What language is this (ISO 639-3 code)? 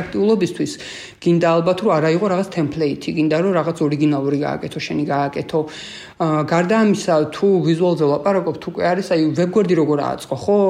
kat